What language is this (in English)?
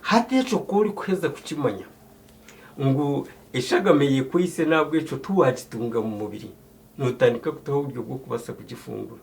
Nyankole